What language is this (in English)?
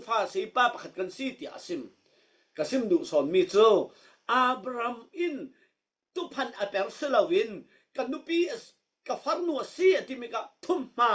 Falam Chin